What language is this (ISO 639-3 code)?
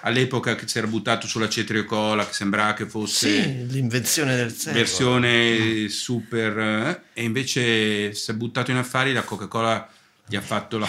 ita